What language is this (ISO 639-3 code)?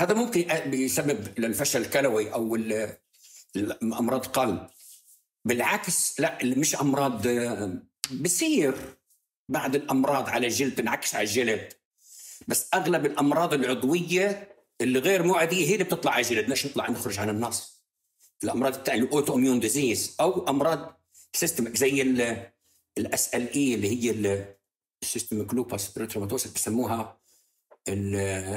apc